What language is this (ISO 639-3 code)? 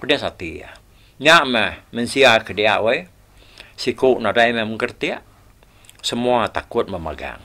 iba